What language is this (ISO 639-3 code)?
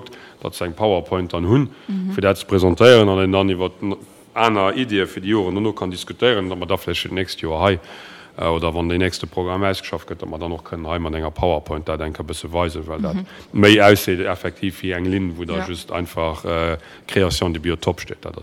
ltz